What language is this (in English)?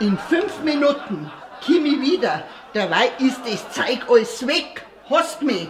Bavarian